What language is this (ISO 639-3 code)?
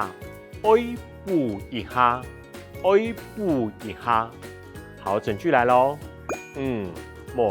hak